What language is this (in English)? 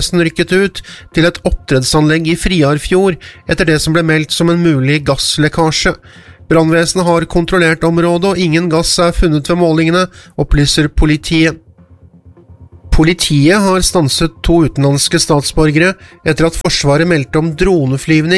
Norwegian